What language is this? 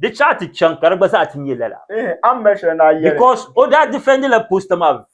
Dagbani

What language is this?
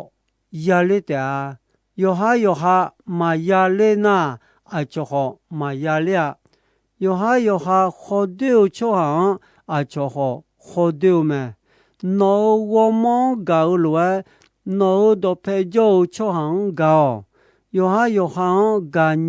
Akha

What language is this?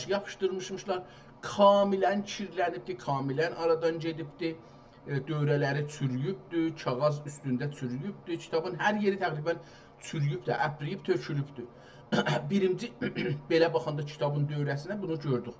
South Azerbaijani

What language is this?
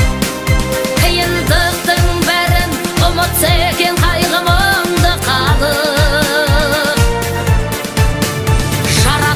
Kazakh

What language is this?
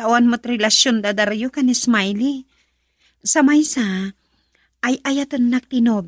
Iloko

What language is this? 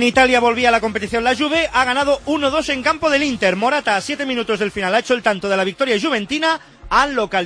Spanish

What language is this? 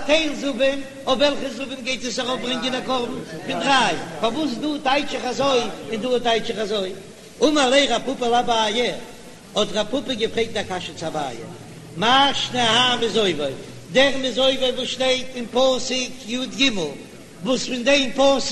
Yiddish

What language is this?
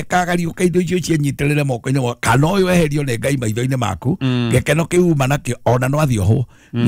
Kikuyu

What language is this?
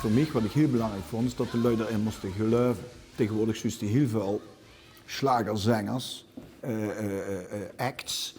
Limburgish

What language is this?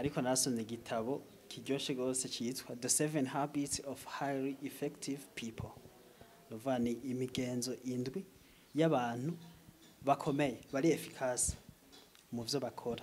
Rundi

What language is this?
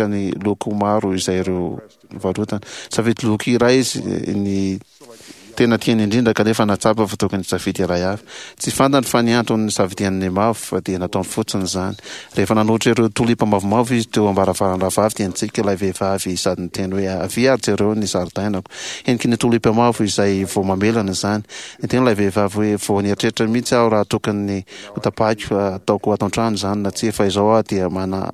Malagasy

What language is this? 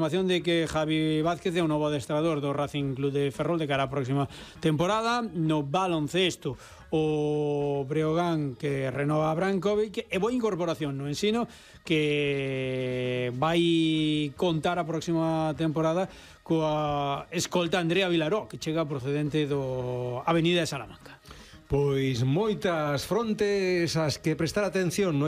Galician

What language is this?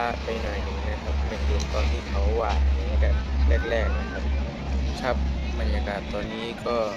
Lao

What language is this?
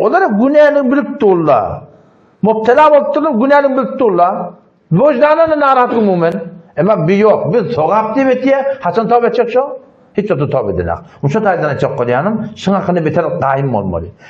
Turkmen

